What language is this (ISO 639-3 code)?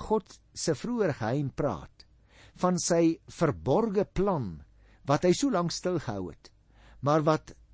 afr